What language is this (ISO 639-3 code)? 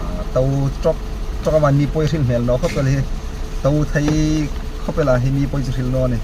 hmr